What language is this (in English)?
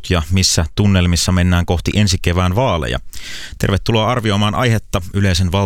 Finnish